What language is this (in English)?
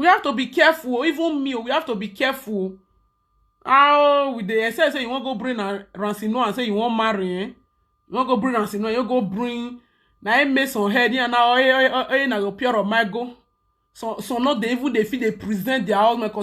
Nigerian Pidgin